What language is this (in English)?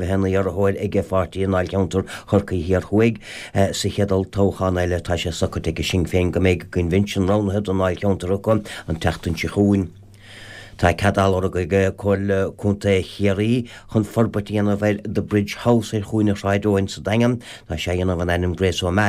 Irish